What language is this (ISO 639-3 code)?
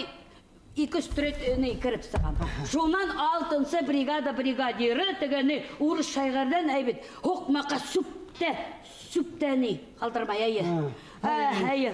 bak